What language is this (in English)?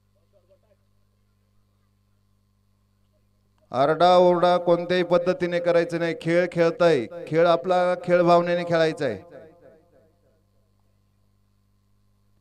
Marathi